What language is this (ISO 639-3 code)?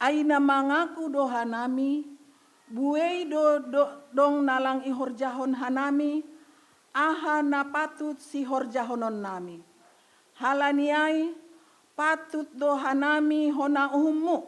bts